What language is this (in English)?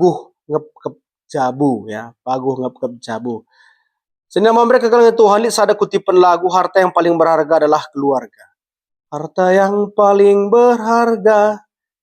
Batak Karo